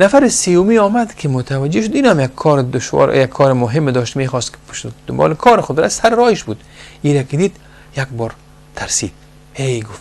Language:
Persian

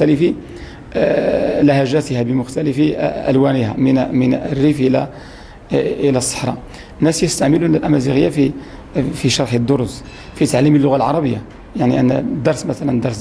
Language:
Moroccan Arabic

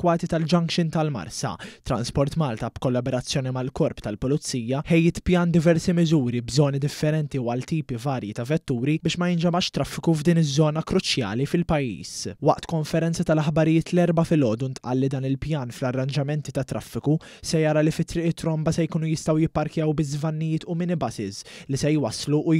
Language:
Maltese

